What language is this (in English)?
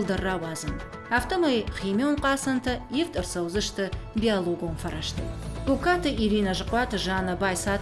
Ossetic